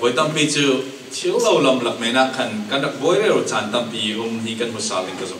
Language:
Falam Chin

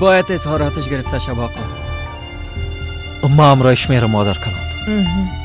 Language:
Persian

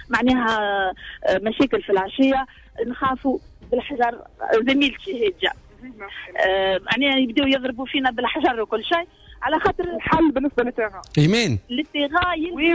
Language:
Tunisian Arabic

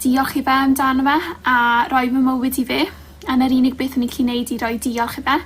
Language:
Welsh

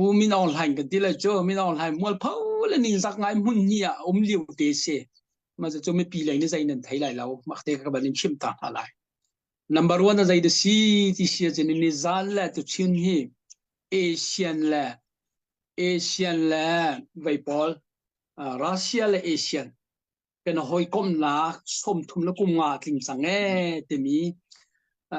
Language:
Hakha Chin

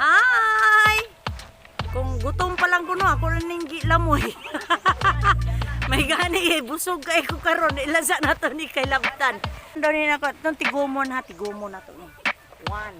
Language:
Cebuano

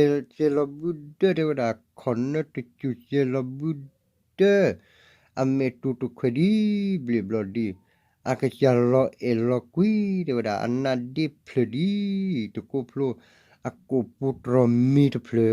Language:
S'gaw Karen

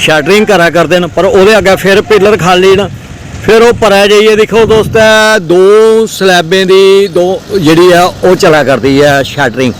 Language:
Dogri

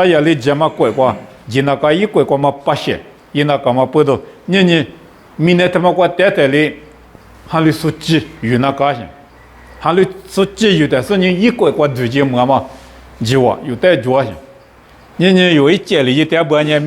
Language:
Lisu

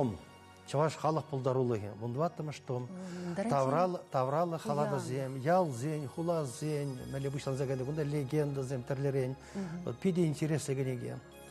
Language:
Chuvash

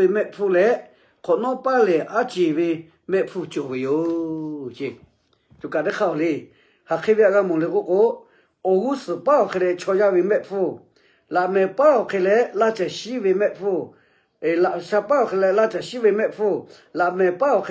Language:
Lahu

